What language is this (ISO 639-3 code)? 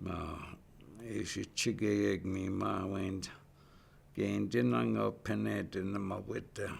ciw